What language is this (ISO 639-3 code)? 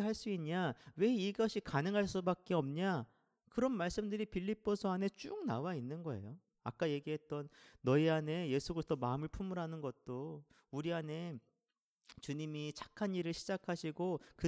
kor